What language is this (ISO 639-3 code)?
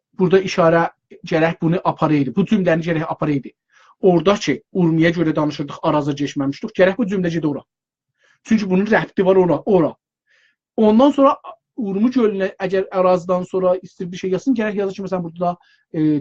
azb